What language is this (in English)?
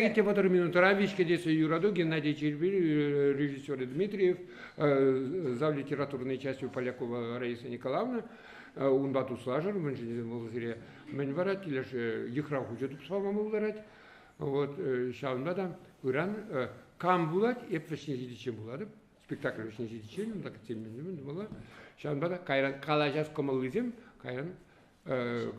Chuvash